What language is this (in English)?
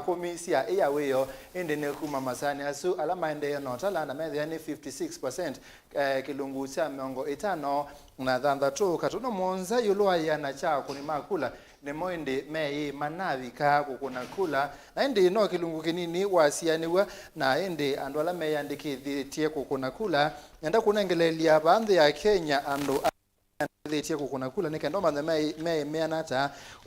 Kamba